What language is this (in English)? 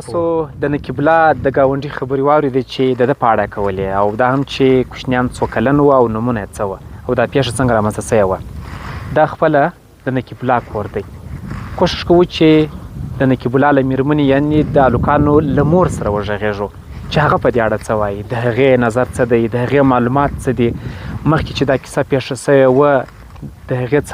Pashto